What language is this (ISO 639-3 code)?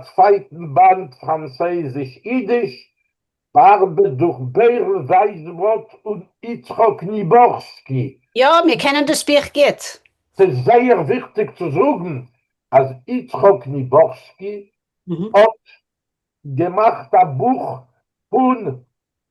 yid